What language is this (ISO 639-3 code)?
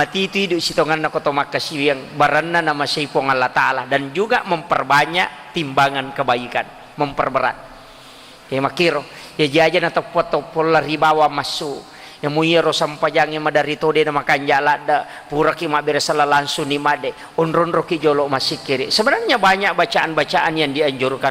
bug